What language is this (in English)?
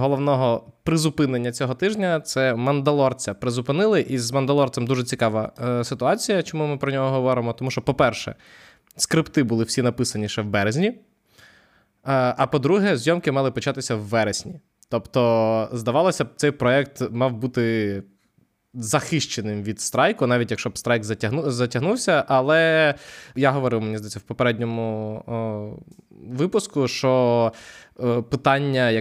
Ukrainian